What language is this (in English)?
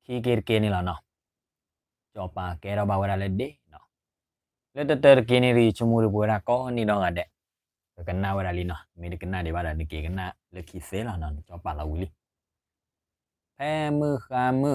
S'gaw Karen